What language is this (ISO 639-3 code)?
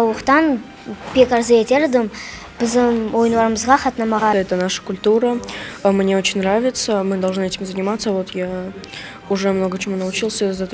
crh